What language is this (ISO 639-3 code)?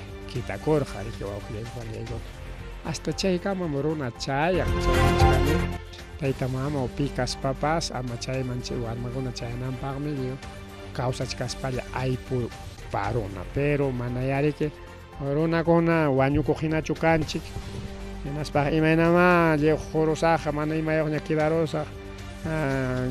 quy